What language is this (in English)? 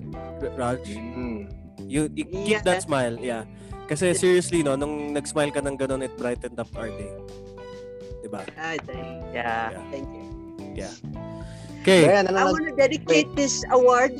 Filipino